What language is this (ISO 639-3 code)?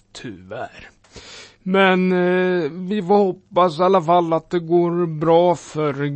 swe